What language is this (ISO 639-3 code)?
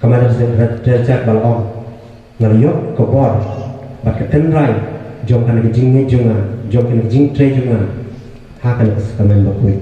kha